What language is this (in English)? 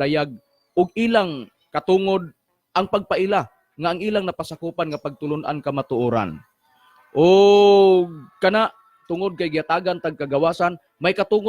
Cebuano